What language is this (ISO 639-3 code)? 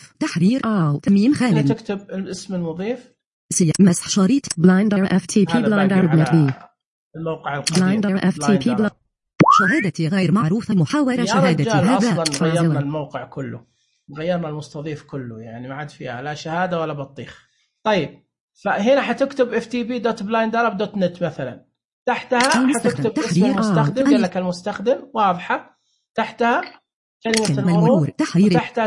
ars